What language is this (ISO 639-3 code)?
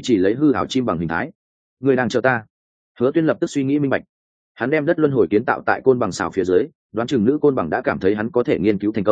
vie